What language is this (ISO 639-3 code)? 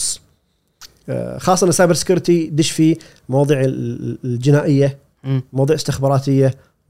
afb